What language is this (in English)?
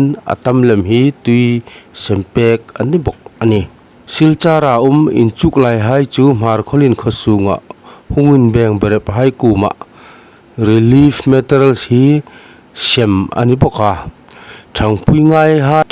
Hmar